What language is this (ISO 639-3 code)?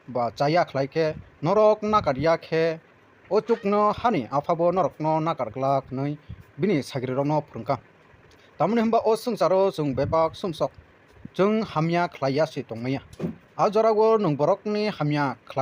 trp